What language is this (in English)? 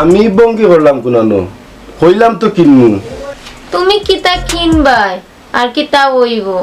Sylheti